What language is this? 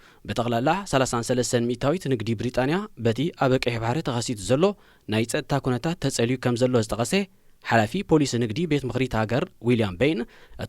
Tigrinya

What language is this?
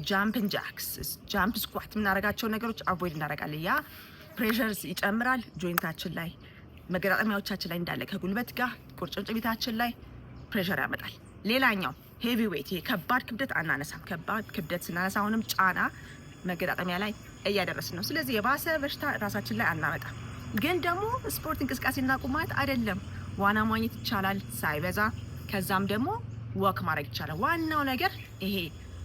Amharic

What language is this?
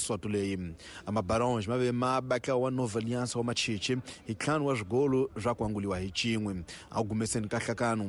Tsonga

